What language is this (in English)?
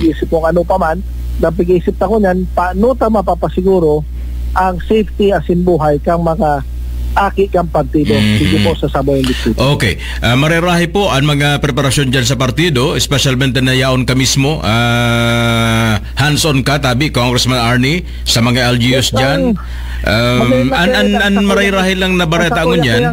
Bikol